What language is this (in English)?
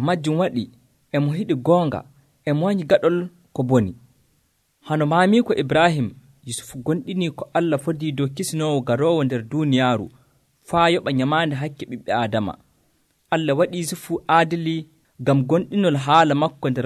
Nigerian Fulfulde